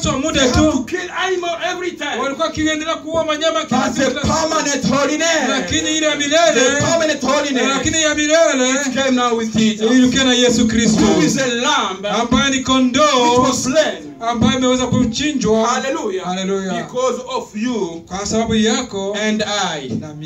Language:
Swahili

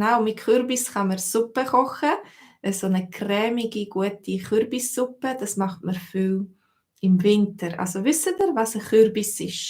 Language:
Swiss German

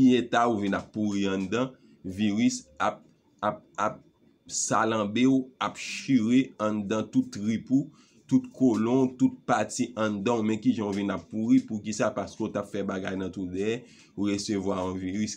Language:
Haitian Creole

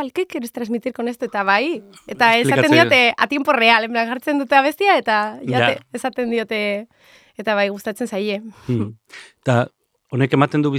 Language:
Basque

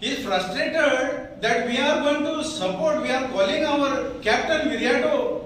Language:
Konkani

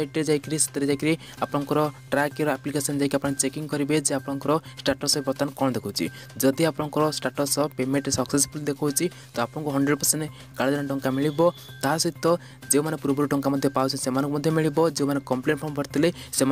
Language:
Odia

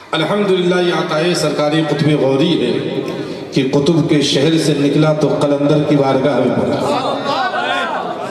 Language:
Urdu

